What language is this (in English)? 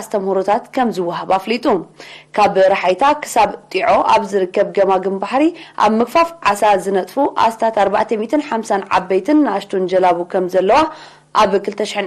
Tigrinya